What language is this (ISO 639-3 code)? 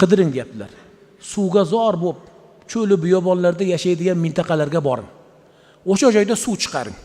uzb